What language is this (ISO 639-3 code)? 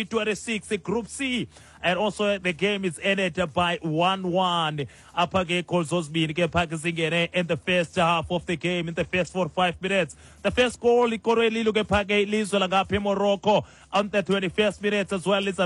xho